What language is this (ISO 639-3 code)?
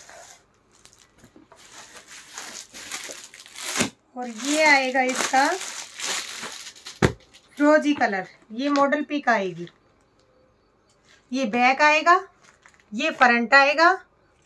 hin